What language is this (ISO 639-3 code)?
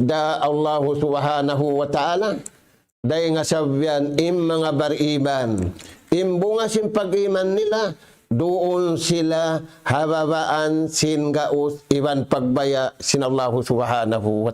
tsg